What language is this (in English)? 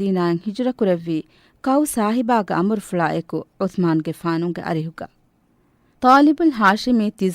Divehi